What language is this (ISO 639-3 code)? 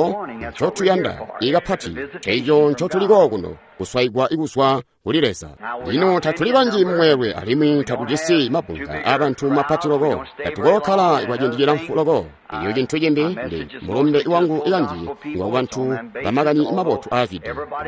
toi